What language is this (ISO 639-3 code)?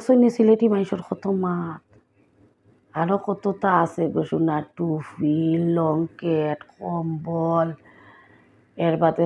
syl